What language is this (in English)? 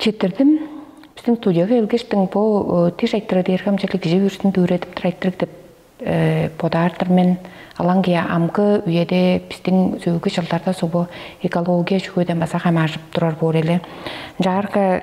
Tuvinian